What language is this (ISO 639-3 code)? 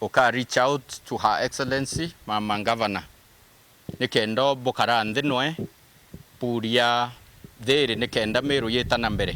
mer